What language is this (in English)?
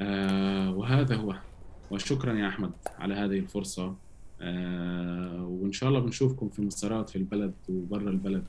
North Levantine Arabic